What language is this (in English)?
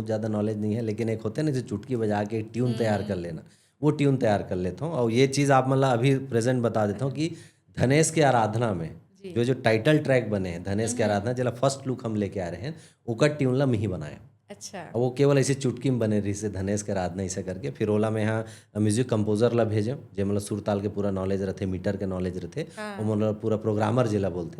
Chhattisgarhi